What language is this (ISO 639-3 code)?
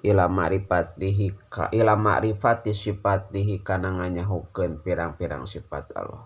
sun